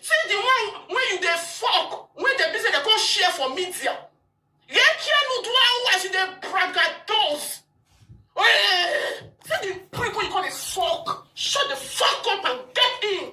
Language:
Nigerian Pidgin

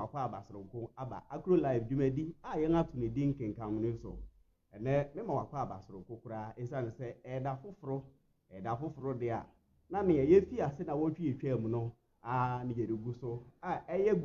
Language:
Akan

